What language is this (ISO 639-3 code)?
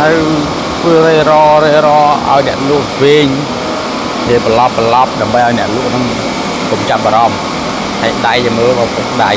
khm